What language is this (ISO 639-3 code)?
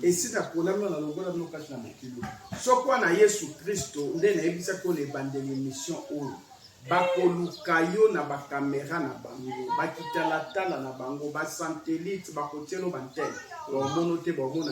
lin